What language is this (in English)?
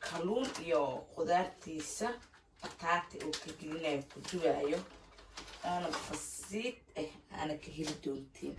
Somali